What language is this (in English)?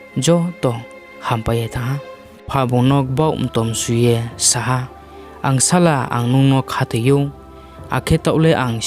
Riang (India)